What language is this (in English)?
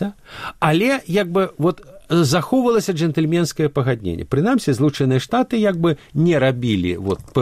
Belarusian